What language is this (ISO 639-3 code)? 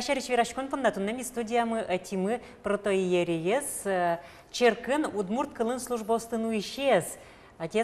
udm